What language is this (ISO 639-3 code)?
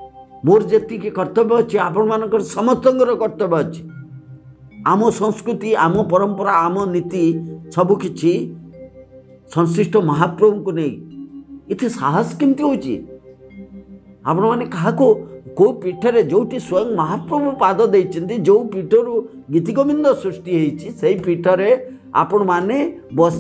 ori